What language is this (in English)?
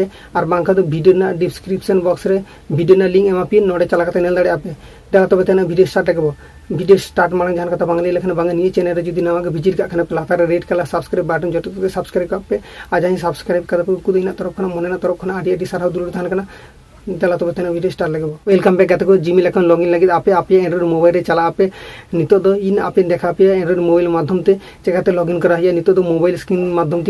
Santali